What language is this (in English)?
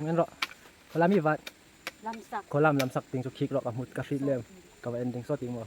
Hmar